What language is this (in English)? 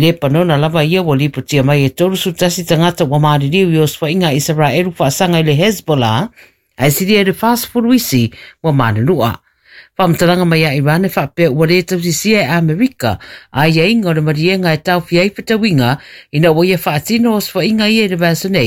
Samoan